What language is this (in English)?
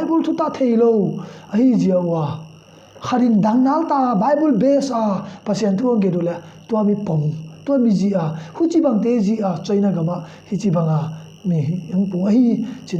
Tedim Chin